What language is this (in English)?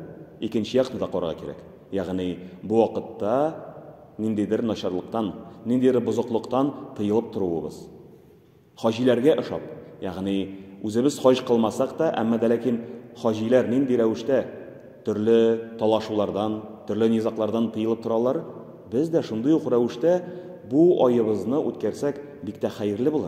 Tatar